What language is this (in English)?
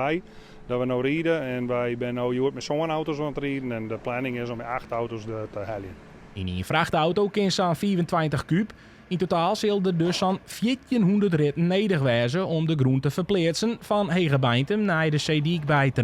Western Frisian